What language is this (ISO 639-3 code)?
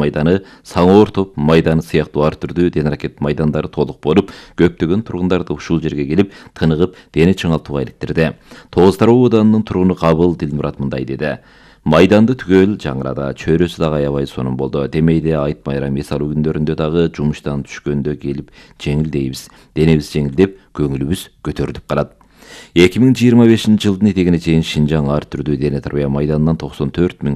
kir